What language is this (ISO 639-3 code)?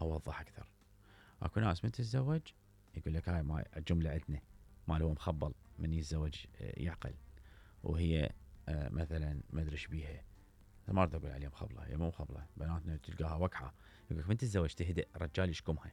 acm